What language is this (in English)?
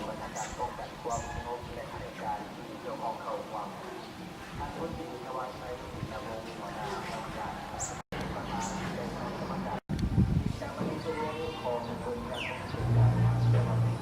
Lao